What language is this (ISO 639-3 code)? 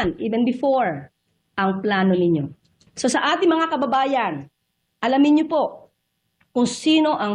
fil